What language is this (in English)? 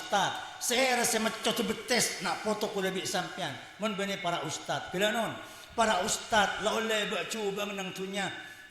Madurese